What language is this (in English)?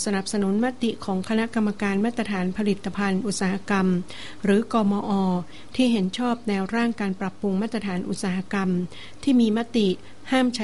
Thai